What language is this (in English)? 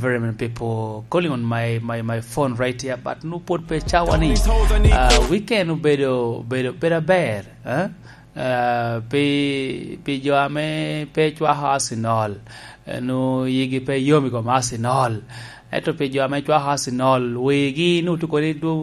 Lango (Uganda)